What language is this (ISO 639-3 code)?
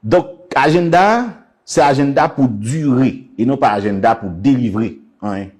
hat